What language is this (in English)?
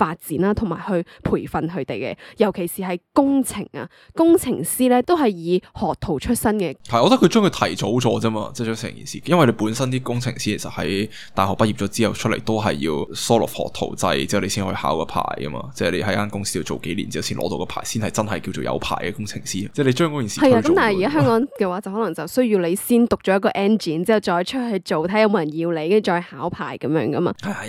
Cantonese